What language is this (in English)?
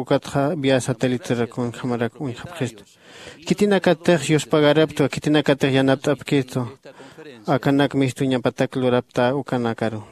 Aymara